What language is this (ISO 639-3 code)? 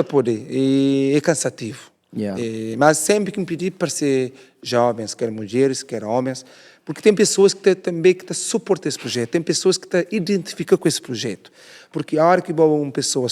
kea